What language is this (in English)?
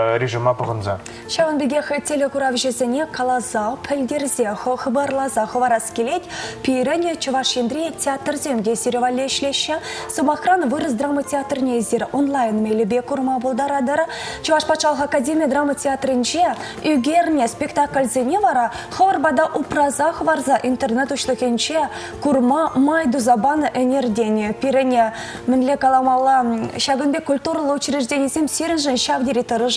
Chuvash